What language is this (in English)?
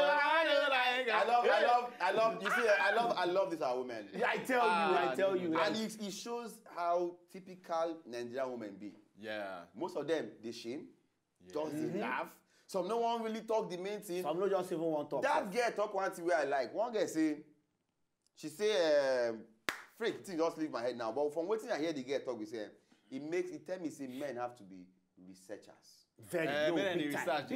Nigerian Pidgin